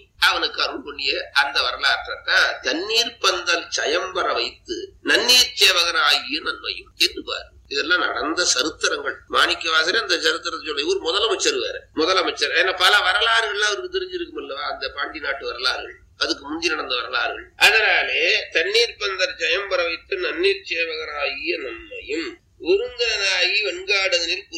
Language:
Tamil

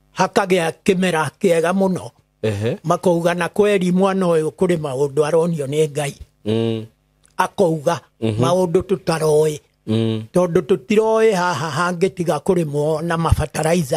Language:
Kikuyu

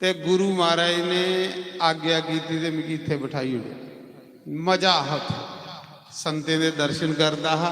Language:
Dogri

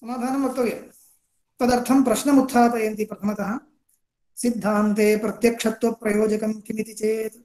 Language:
Sanskrit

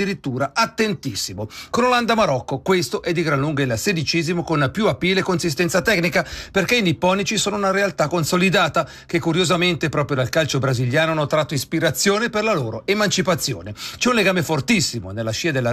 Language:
Italian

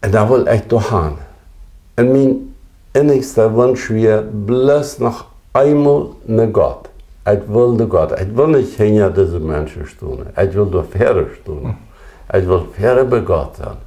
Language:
Plautdietsch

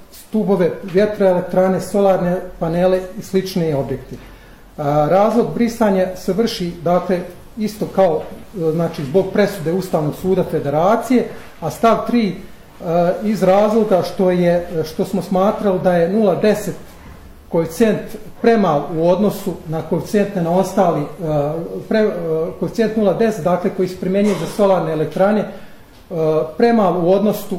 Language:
Bosnian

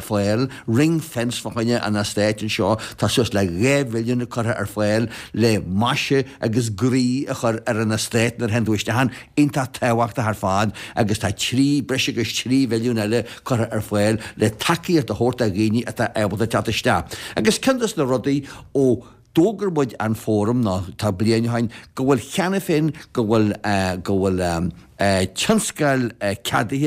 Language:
Irish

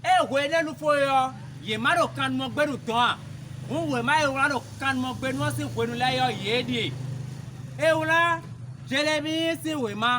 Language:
Fon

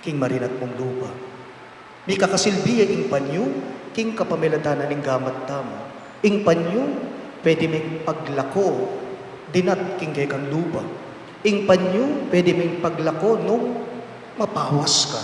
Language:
Pampanga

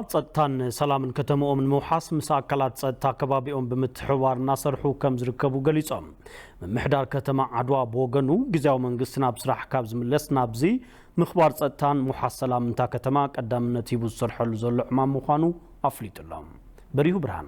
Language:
Tigrinya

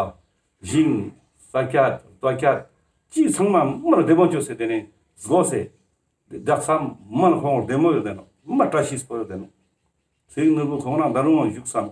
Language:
Ladakhi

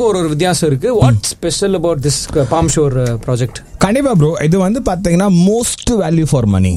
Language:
Tamil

